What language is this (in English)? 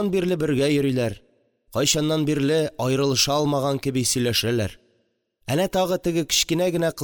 Tatar